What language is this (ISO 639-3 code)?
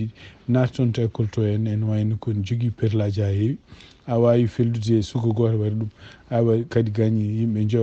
ful